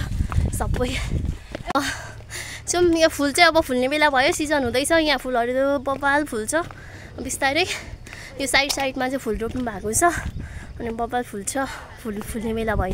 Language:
Nepali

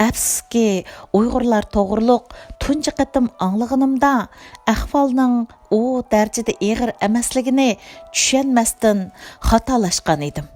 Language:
Uyghur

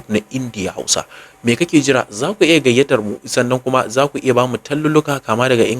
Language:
Hausa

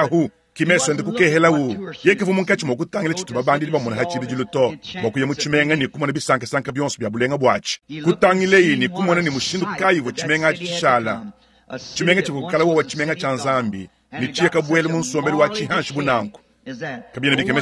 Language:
Luba-Lulua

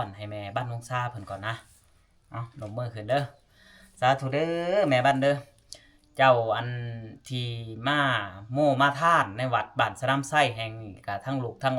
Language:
Lao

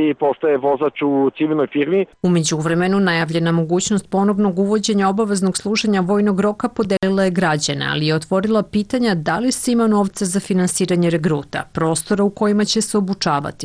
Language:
Serbian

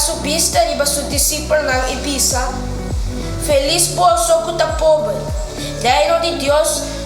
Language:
Papiamento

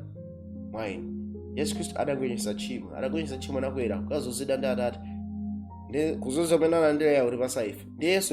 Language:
Nyanja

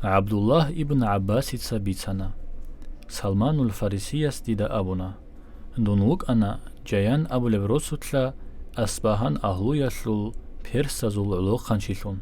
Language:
Avaric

